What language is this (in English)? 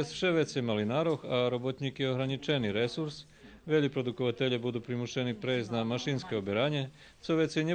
Rusyn